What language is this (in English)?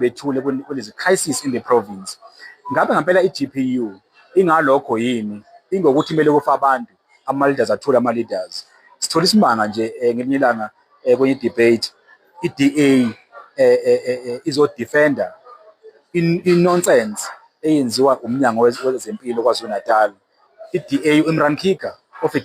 Zulu